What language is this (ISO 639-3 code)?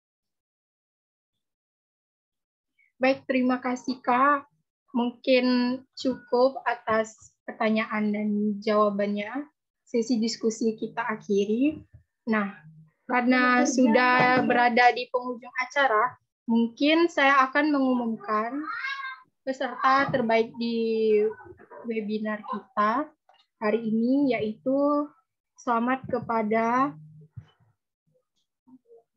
ind